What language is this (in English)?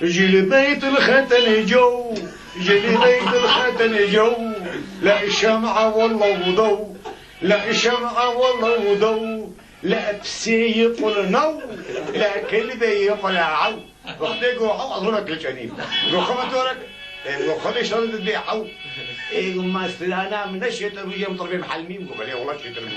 Kurdish